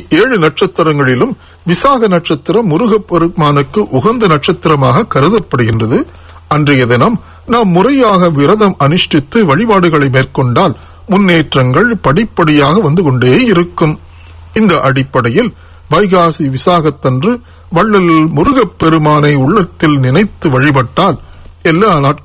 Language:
Tamil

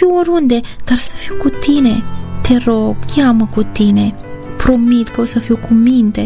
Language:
Romanian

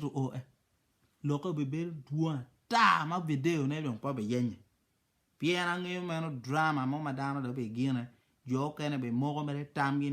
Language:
Acoli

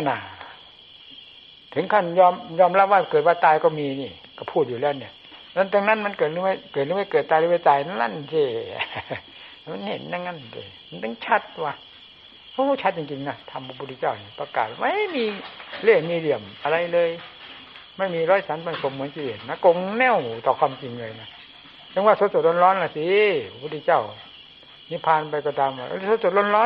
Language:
Thai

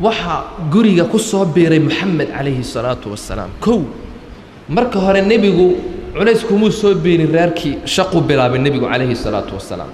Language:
Somali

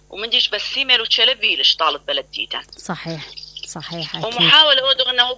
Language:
Mesopotamian Arabic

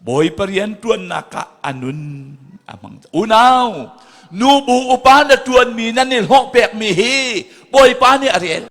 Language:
Hakha Chin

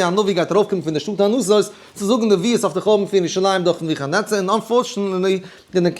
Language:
Yiddish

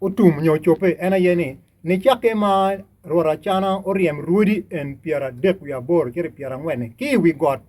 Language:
Acoli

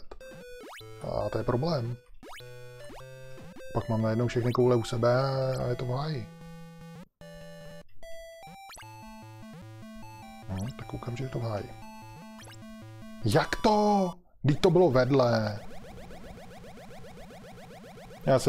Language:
Czech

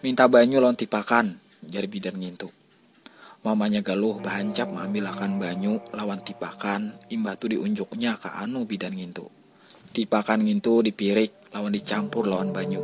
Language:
Banjar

